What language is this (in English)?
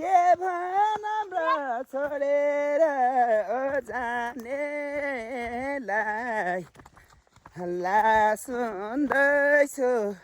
Nepali